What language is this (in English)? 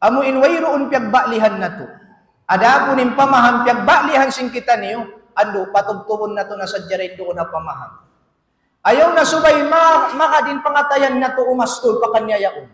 Tausug